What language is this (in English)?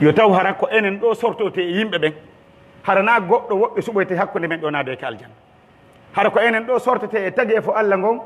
Pular